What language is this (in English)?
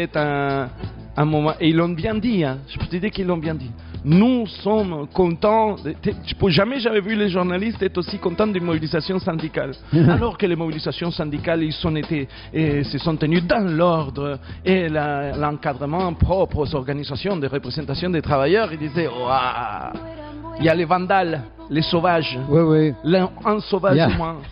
French